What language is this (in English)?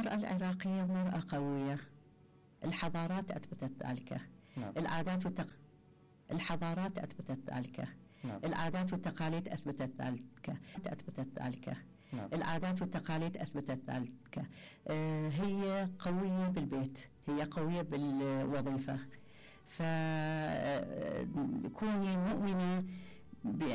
Mesopotamian Arabic